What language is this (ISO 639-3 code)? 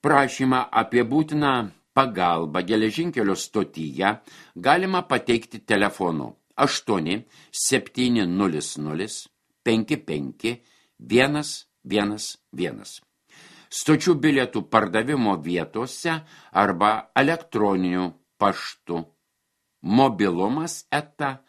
lit